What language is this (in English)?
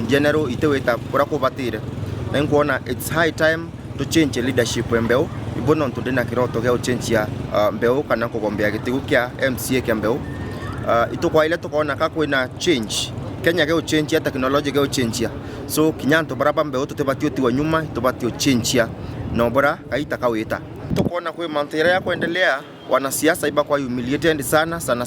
Meru